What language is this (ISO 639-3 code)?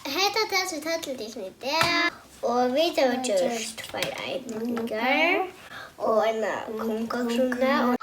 fao